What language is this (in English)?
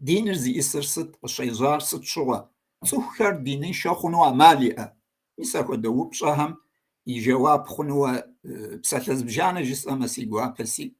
Kabardian